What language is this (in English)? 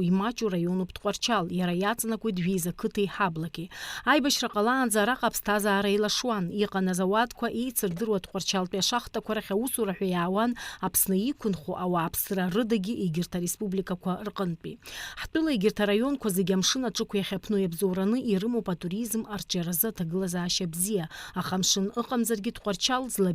Abkhazian